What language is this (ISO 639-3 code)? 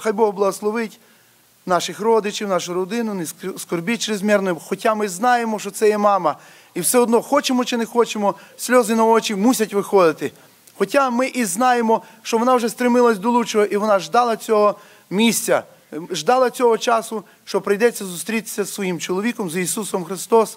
ukr